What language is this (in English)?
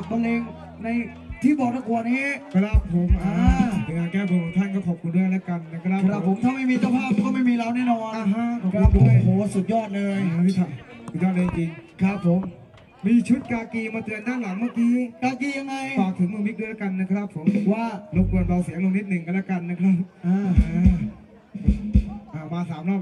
Thai